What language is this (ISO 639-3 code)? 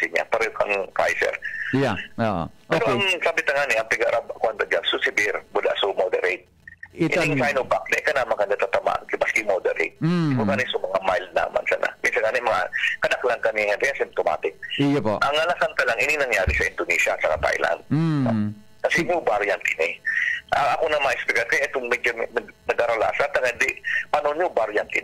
bik